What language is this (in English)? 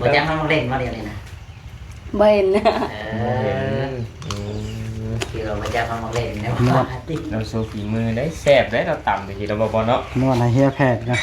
Lao